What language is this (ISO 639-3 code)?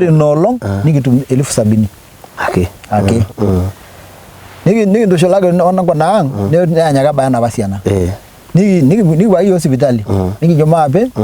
mas